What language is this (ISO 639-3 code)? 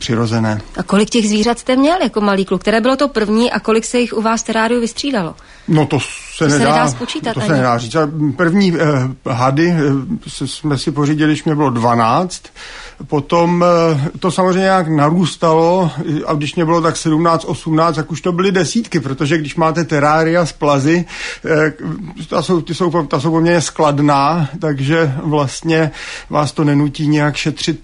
ces